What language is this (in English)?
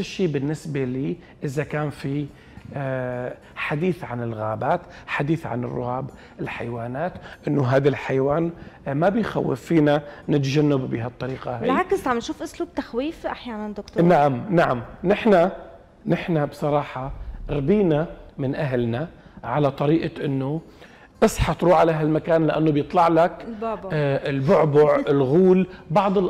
North Levantine Arabic